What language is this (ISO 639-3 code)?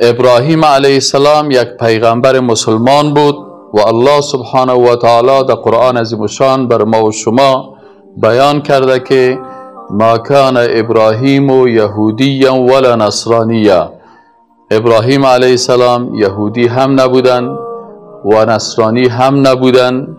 fas